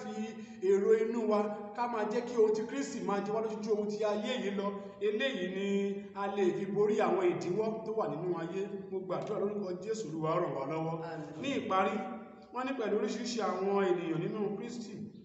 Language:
Yoruba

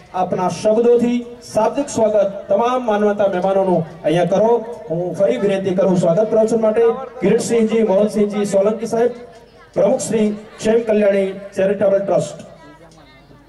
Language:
Gujarati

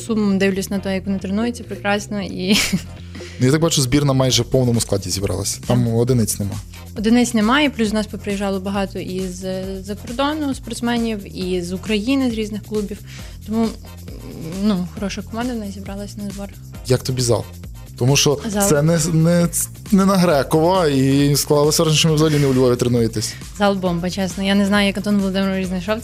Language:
Ukrainian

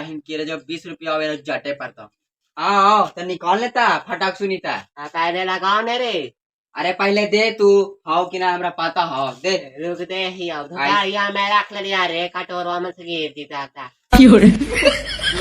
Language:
Magahi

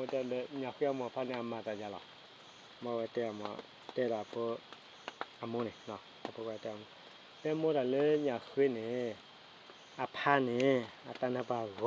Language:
S'gaw Karen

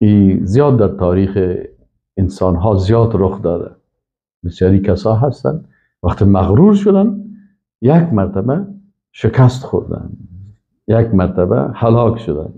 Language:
Persian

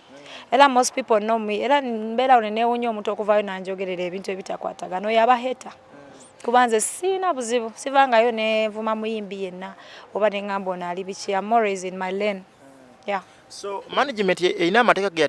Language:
Ganda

